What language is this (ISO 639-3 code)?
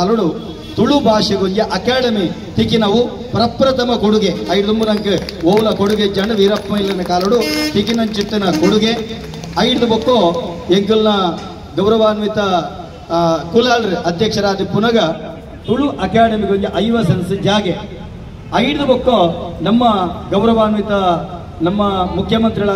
tcy